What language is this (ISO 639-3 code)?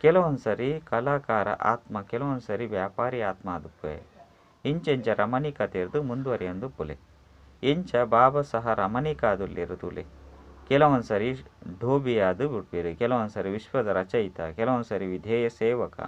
tcy